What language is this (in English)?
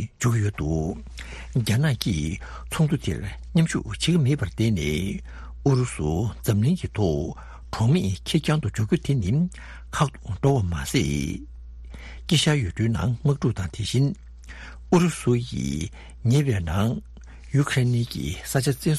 Tibetan